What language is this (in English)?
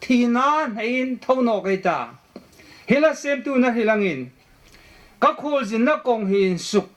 Hmar